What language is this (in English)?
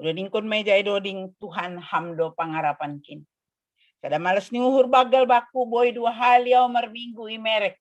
Batak Simalungun